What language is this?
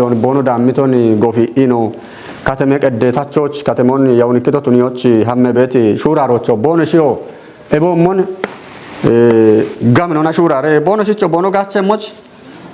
Kafa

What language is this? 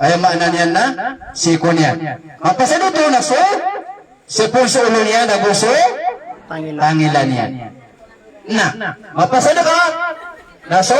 Maranao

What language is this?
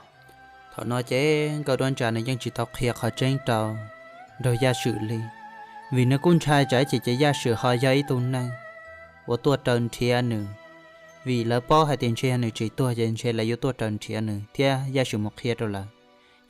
Hmong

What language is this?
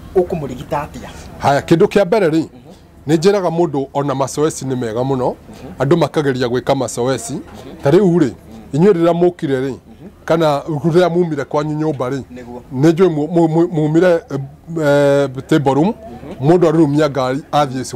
Kikuyu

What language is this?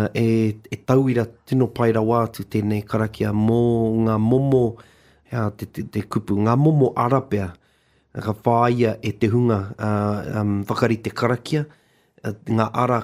Māori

